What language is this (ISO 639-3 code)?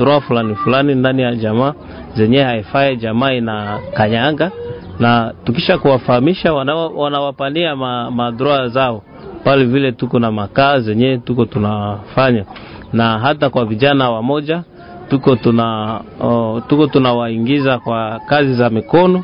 swa